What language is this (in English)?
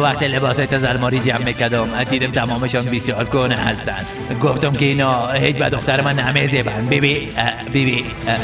Persian